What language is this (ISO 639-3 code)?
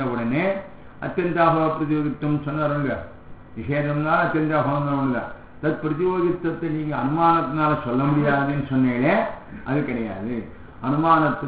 tam